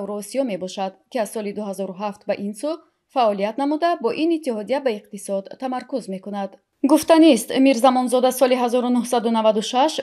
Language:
Tajik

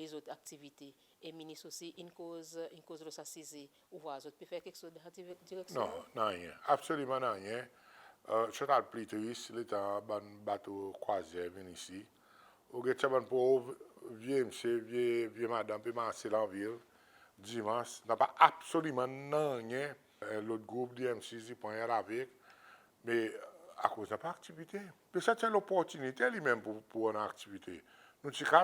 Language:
Seselwa Creole French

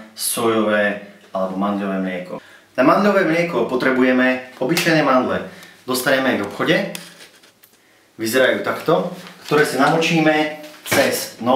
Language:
Slovak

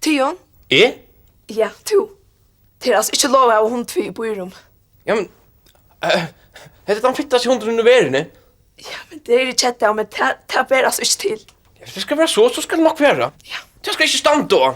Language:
Faroese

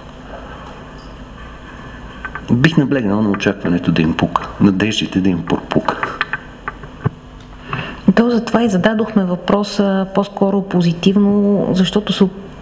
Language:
Bulgarian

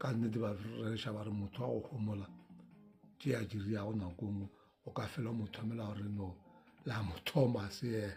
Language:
Northern Sotho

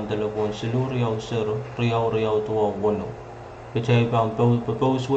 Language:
Pohnpeian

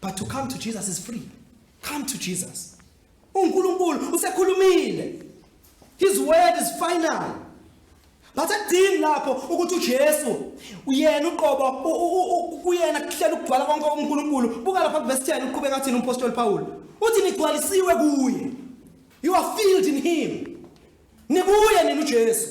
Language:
Zulu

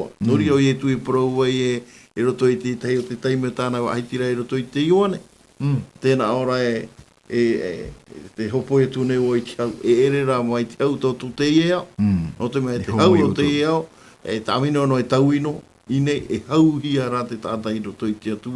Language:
Tahitian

